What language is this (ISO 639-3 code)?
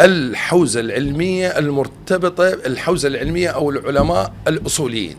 acm